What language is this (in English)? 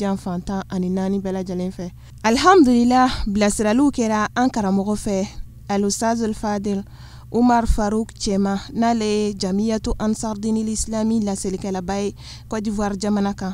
Bambara